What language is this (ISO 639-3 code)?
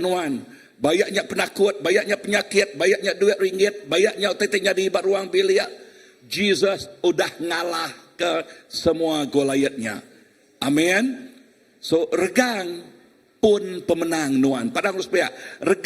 iba